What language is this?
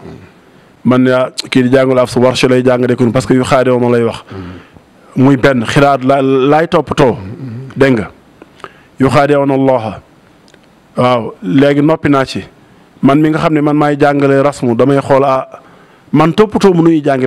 Wolof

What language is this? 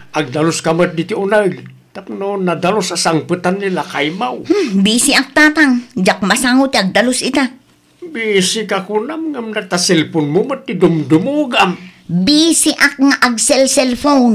Iloko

